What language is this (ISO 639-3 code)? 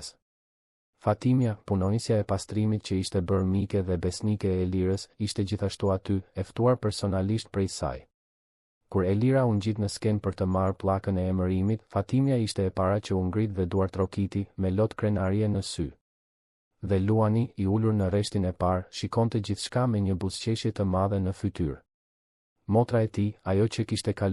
sqi